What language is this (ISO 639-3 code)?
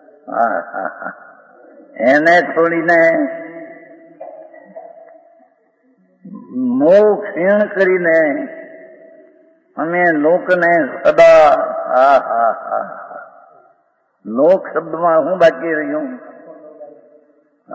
guj